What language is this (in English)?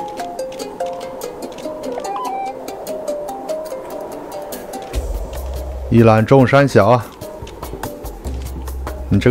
Chinese